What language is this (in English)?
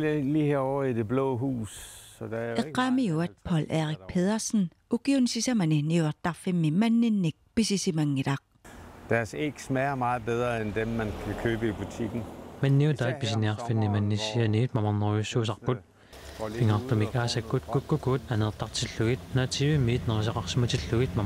Kalaallisut